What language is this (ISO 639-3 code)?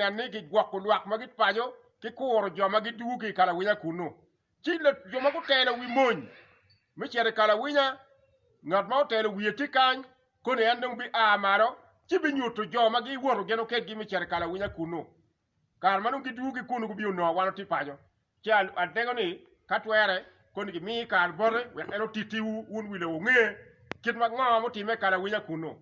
ach